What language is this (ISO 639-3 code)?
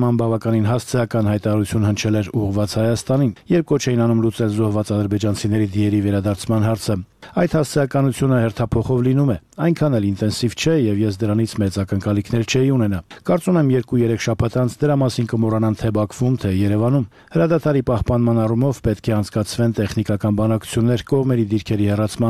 hye